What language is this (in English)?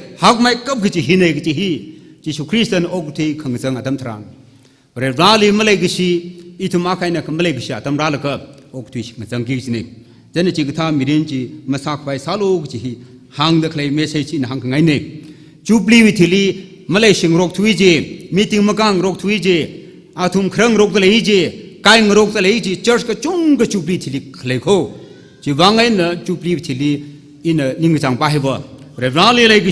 Tangkhul Naga (India)